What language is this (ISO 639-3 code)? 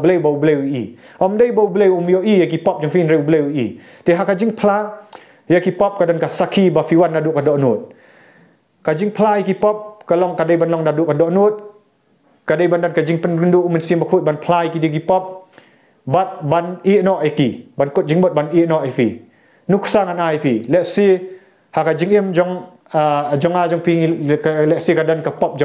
kha